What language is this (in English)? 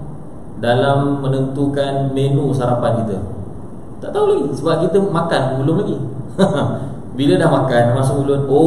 Malay